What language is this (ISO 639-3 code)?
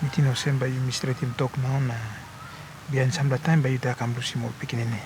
tpi